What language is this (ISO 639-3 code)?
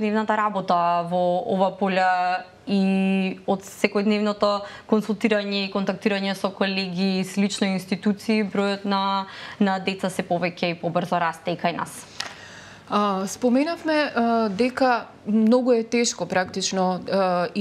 mkd